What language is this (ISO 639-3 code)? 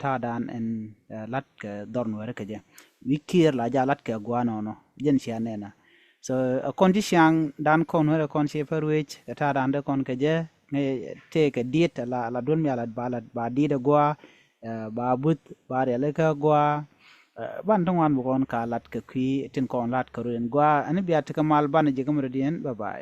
nus